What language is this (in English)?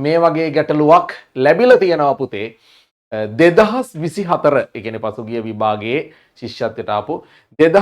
Sinhala